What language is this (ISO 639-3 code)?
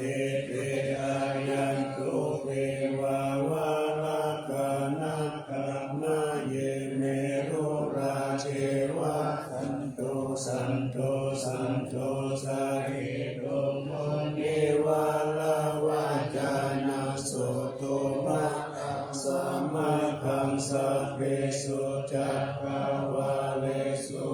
pli